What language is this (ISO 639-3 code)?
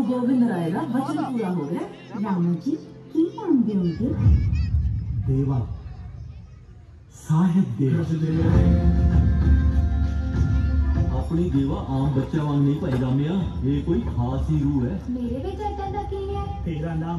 pan